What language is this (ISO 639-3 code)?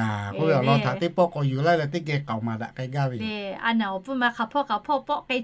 lhu